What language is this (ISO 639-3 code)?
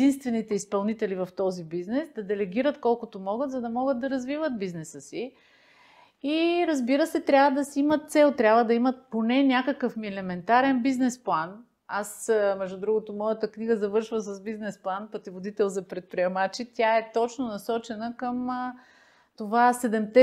bul